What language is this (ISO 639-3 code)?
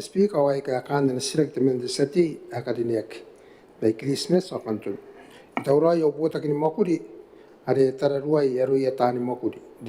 gil